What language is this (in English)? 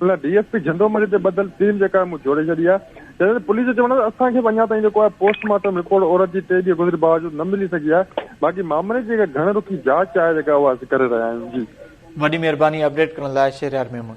Sindhi